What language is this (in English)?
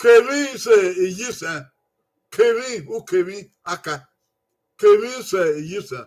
Bini